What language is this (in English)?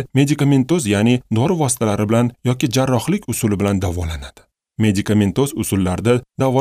Uzbek